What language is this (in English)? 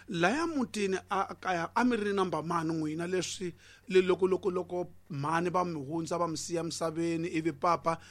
Tsonga